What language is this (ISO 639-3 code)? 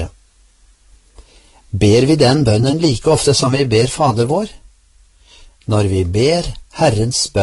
nor